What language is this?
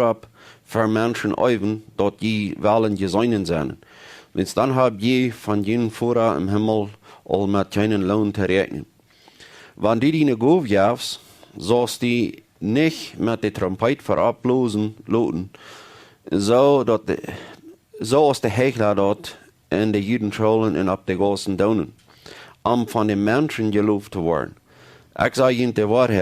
Plautdietsch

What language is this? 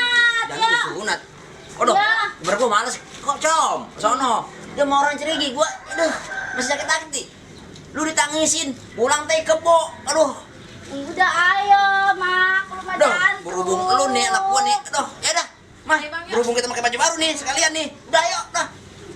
Betawi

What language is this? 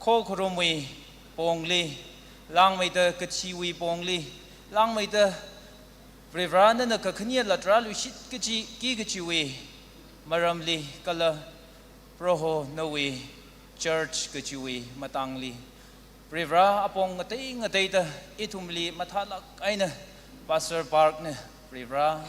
Tangkhul Naga (India)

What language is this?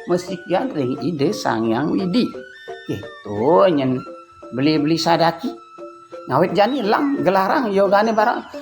Balinese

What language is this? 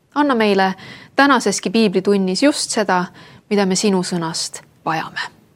Estonian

